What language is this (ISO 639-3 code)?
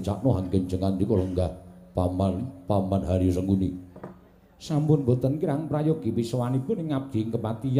jav